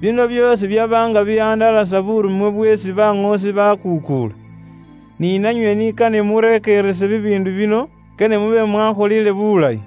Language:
Luyia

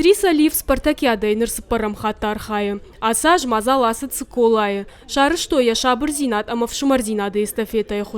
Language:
Ossetic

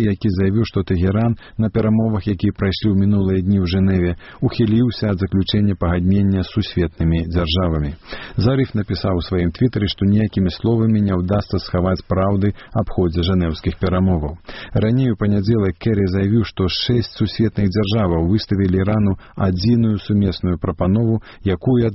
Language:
Belarusian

